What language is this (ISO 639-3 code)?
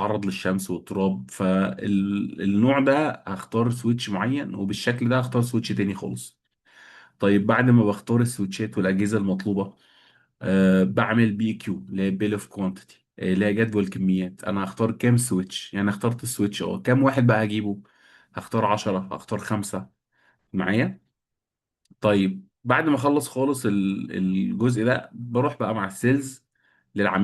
arz